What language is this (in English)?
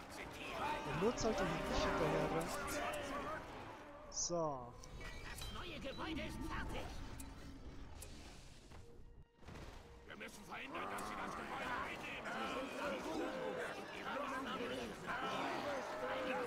German